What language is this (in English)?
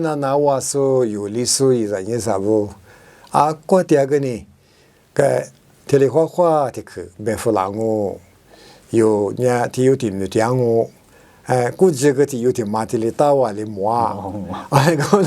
Lisu